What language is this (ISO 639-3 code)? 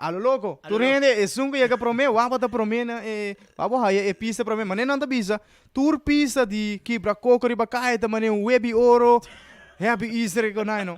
pap